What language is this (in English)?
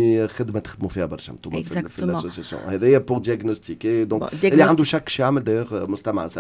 Tunisian Arabic